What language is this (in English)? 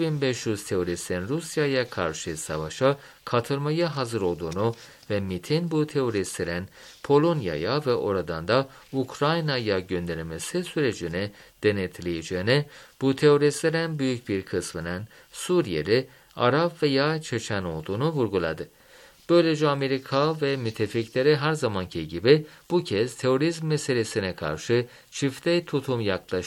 Turkish